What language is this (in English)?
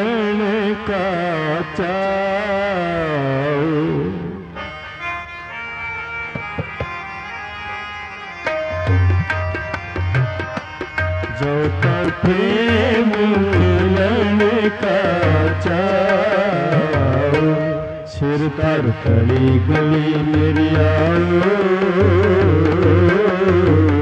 Hindi